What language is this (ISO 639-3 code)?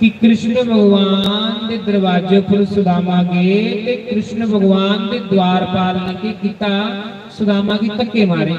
doi